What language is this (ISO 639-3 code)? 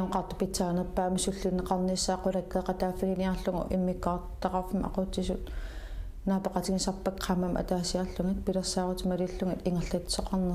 kal